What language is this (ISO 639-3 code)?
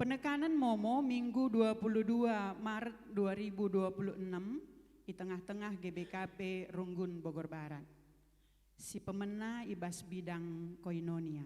btx